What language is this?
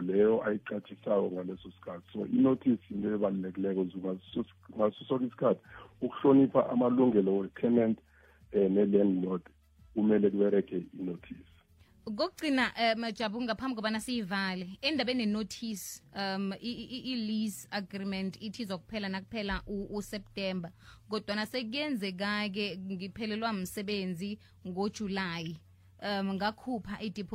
South Ndebele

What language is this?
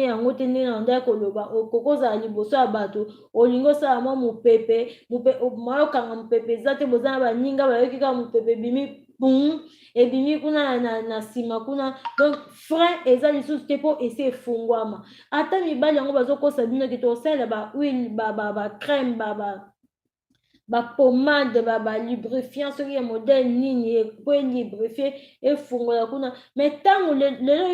Lingala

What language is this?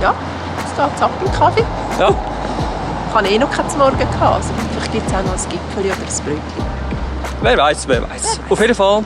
Swiss German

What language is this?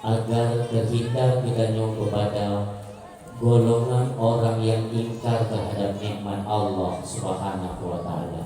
Achinese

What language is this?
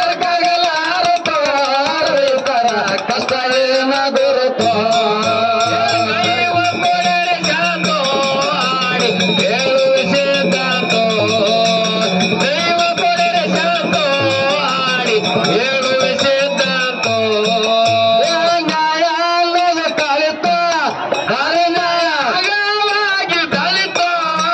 Kannada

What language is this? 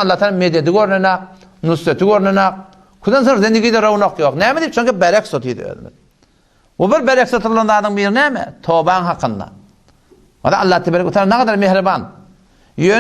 Turkmen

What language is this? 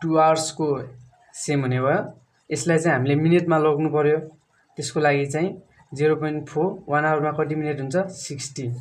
Nepali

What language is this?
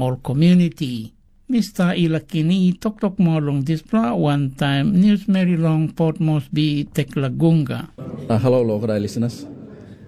Tok Pisin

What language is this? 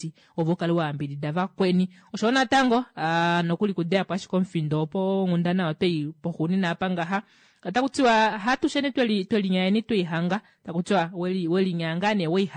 Kuanyama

